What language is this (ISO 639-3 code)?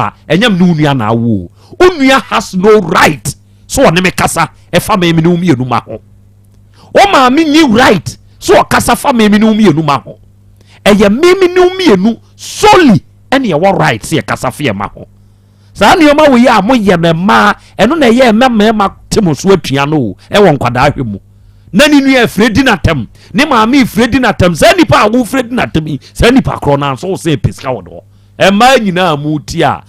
aka